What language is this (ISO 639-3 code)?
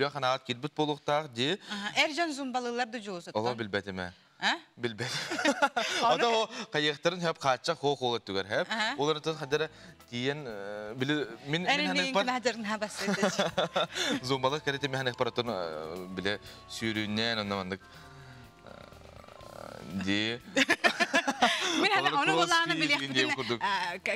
sah